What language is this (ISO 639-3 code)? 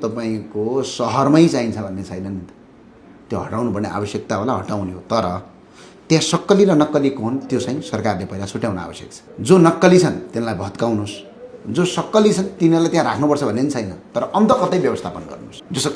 nep